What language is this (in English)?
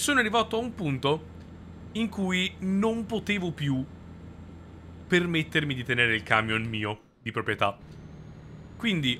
Italian